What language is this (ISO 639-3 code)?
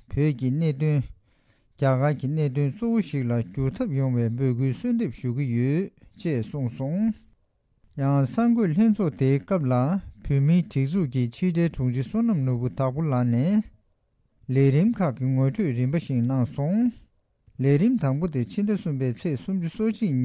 bod